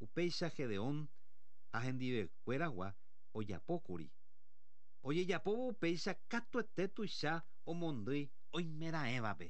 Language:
Guarani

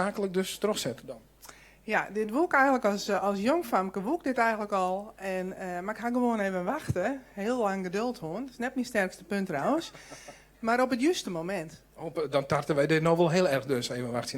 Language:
Western Frisian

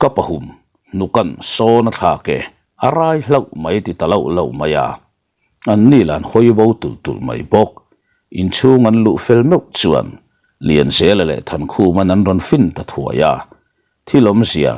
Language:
Mizo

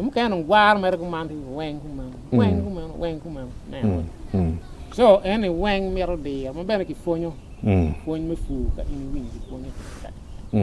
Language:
Acoli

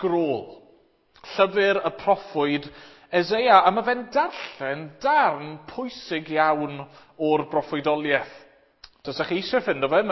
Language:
Welsh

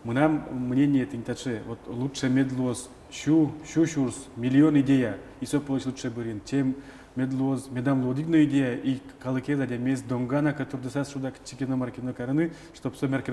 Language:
Udmurt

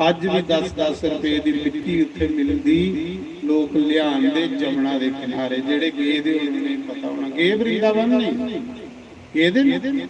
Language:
Dogri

